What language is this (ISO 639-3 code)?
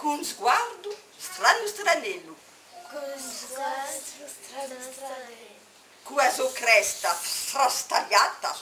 cos